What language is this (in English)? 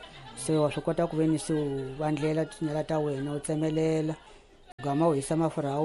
Tsonga